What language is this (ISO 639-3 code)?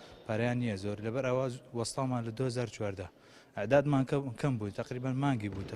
ckb